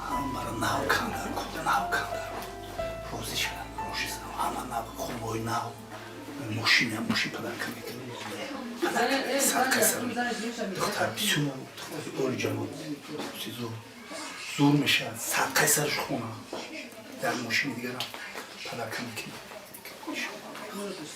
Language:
Tajik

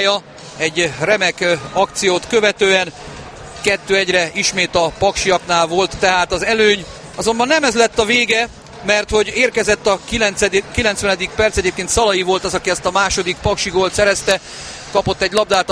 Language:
Hungarian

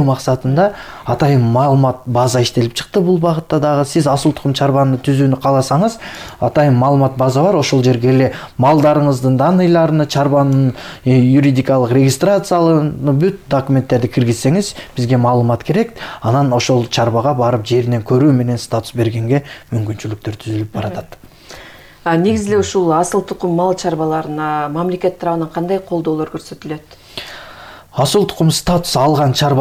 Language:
Kyrgyz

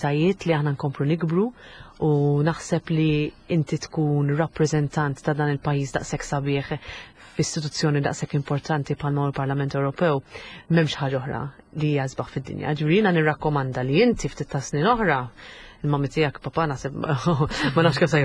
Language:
Maltese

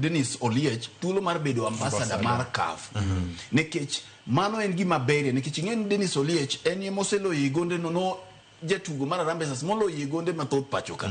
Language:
Luo (Kenya and Tanzania)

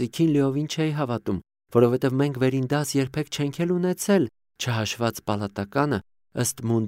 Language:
Armenian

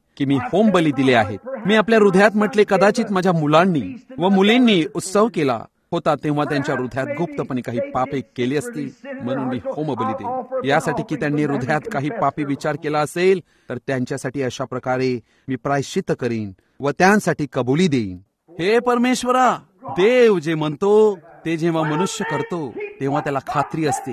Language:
Marathi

